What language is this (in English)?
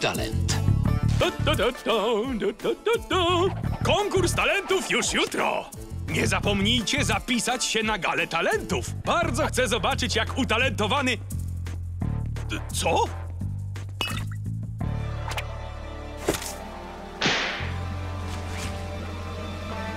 Polish